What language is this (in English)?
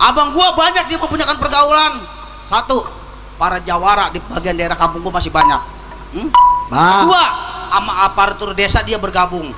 Betawi